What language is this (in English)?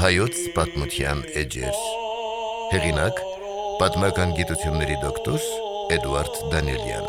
Armenian